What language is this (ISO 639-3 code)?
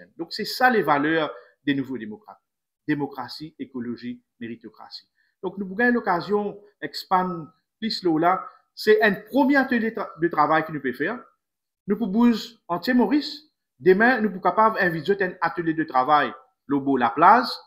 mfe